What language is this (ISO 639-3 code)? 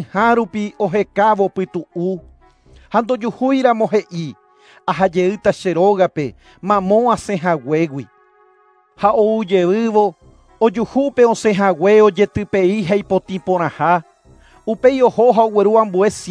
grn